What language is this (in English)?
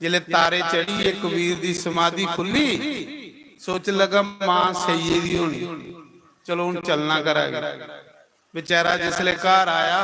Dogri